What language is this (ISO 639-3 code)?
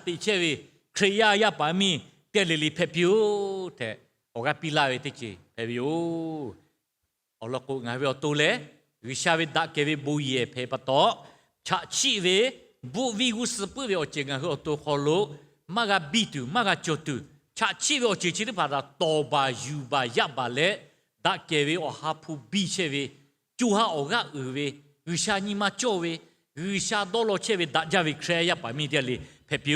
lhu